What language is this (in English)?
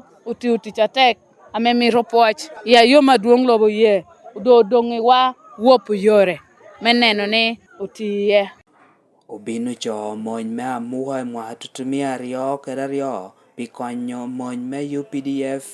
Lango (Uganda)